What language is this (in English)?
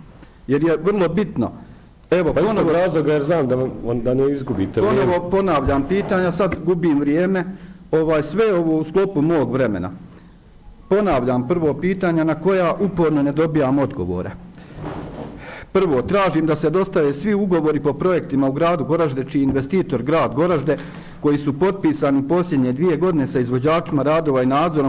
Bosnian